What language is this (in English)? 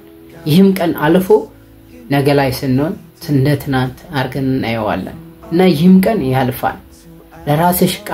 Amharic